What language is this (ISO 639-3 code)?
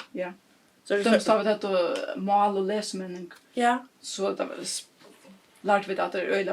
fao